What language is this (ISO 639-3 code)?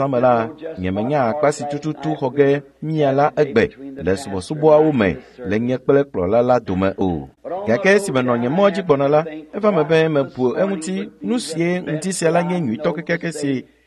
ewe